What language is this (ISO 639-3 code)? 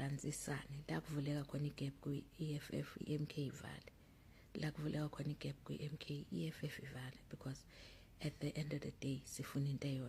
zul